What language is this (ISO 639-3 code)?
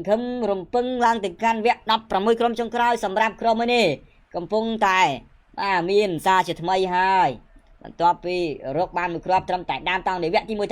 khm